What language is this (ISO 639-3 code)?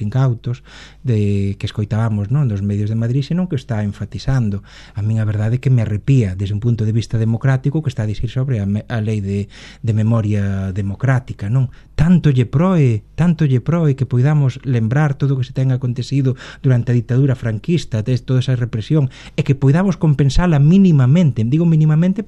glg